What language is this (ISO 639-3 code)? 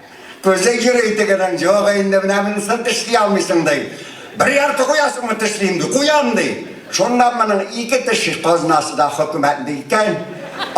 tat